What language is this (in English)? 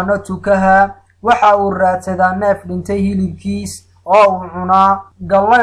Somali